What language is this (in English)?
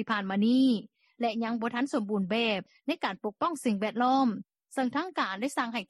Lao